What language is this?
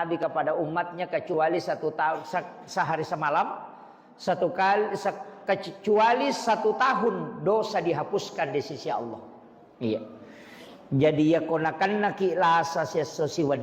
Buginese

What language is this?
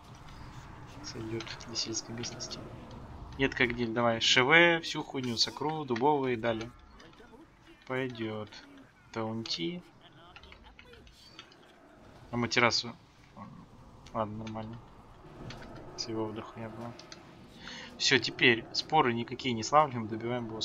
Russian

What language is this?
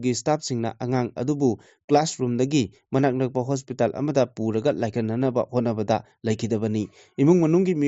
Manipuri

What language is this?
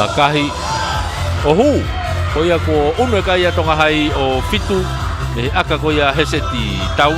Tongan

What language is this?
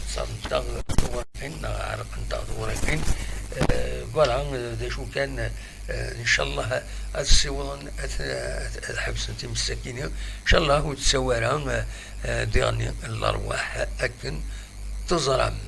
Kabyle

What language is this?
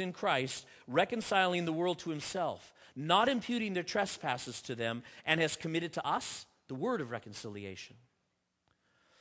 English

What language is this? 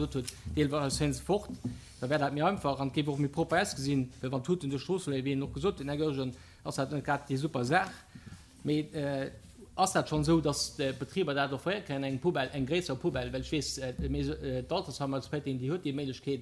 Luxembourgish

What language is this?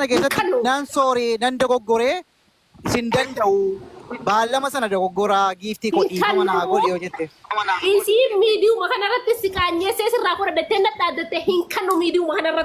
Oromo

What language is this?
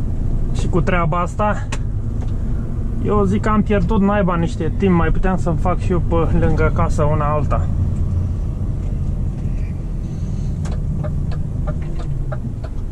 Romanian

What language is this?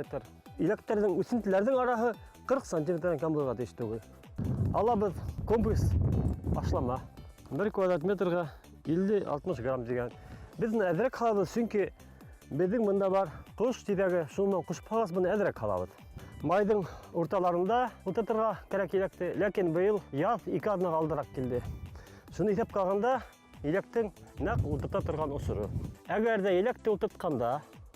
Bashkir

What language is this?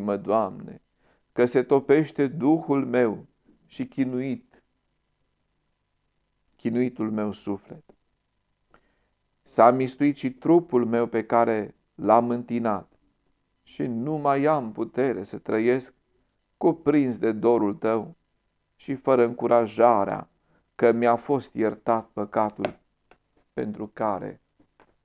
Romanian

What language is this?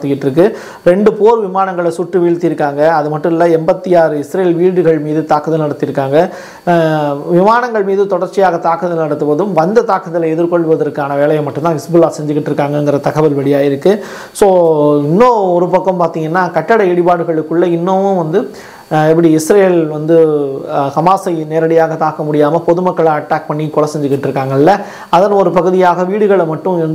Tamil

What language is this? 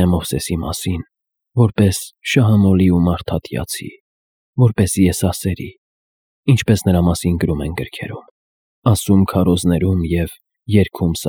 Armenian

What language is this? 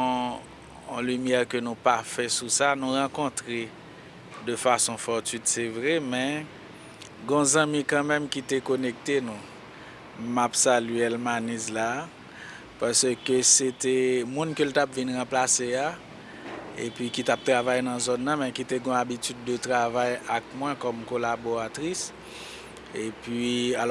Haitian Creole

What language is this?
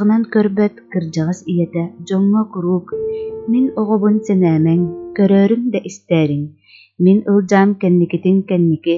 Yakut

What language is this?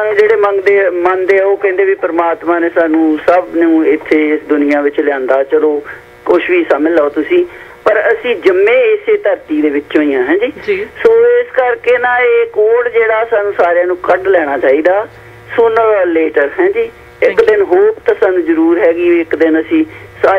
Punjabi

